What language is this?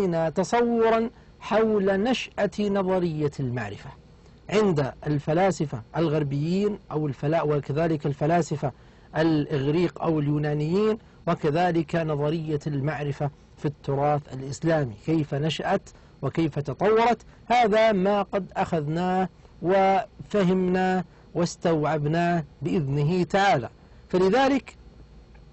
Arabic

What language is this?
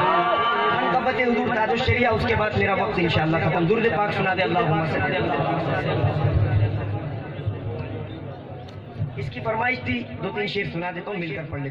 Urdu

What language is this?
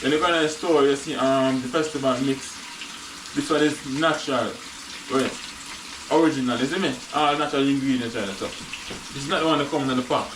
Jamaican Creole English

